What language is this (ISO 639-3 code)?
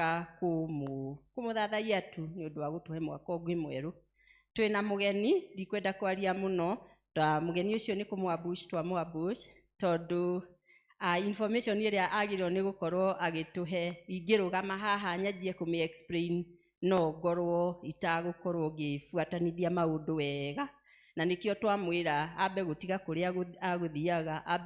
kik